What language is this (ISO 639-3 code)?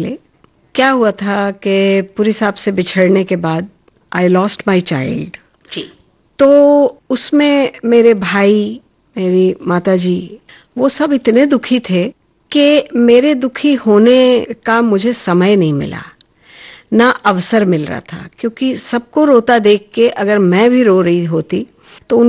hin